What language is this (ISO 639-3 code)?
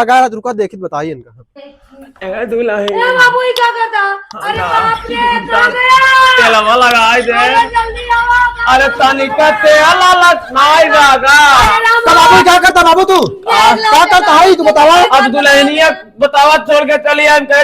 awa